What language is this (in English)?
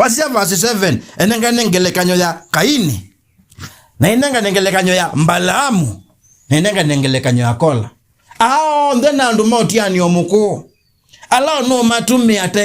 Kamba